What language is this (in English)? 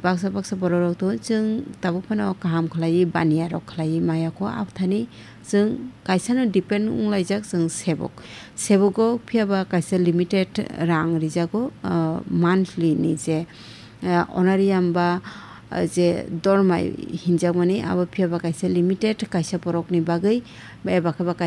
Kok Borok